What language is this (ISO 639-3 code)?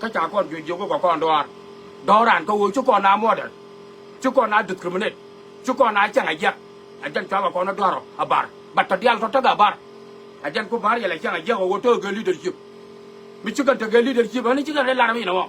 nus